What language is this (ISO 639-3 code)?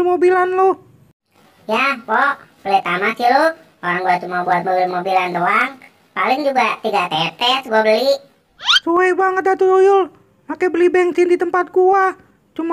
bew